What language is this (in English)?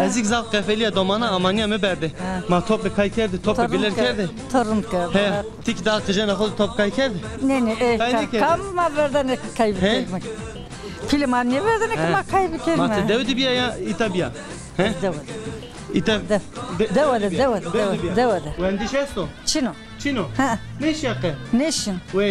Zaza